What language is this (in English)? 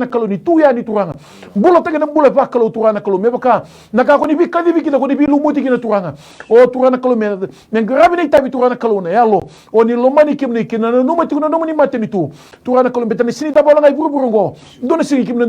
Fijian